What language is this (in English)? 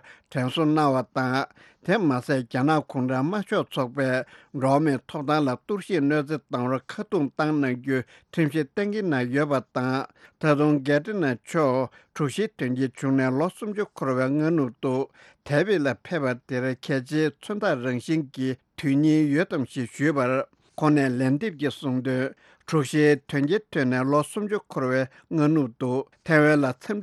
Tibetan